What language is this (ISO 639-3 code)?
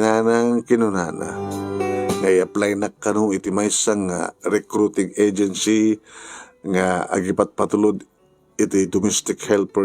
ilo